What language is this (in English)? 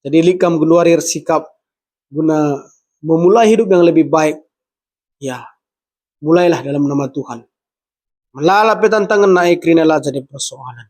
Batak Karo